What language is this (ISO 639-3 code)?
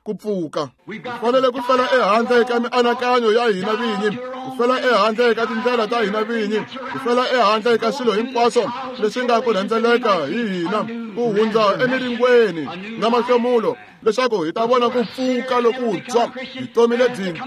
tso